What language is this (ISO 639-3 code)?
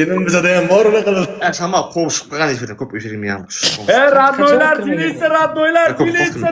uzb